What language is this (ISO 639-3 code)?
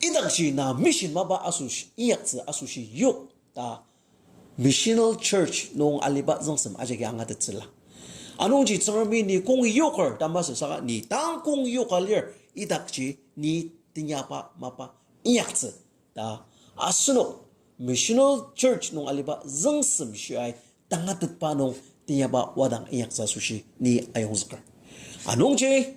njo